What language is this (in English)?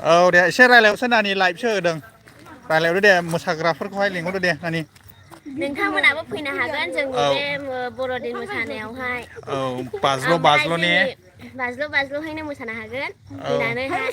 Bodo